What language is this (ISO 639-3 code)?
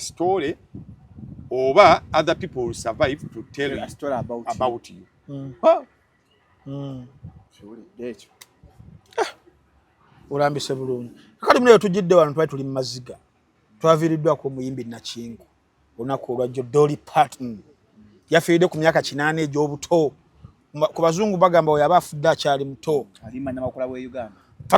lug